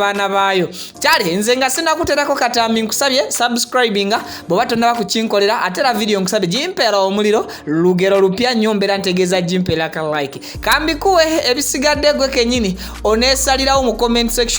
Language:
Ganda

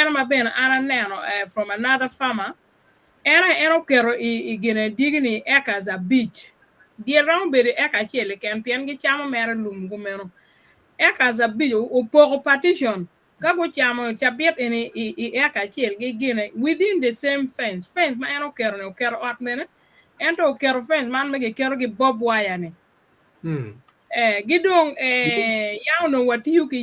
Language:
Acoli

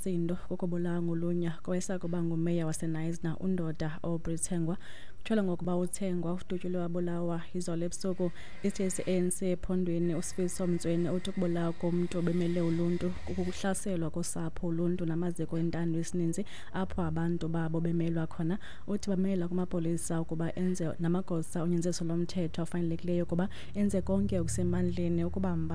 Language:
Xhosa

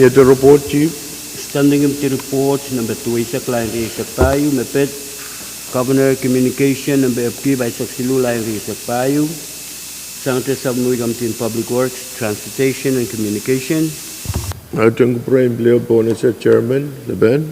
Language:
Pohnpeian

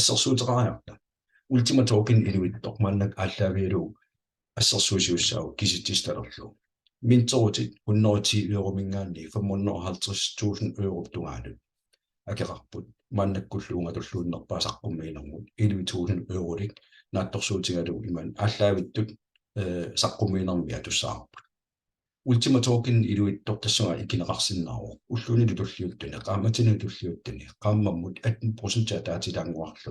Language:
Kalaallisut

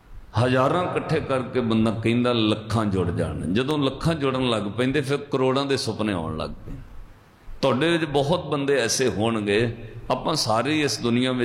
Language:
Punjabi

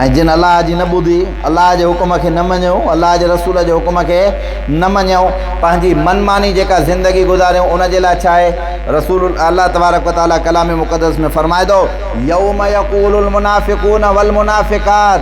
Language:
Sindhi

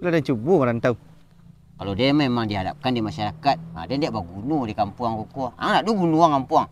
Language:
Minangkabau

